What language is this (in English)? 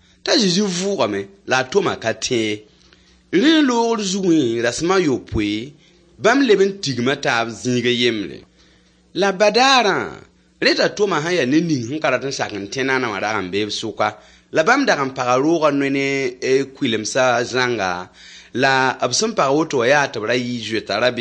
Mossi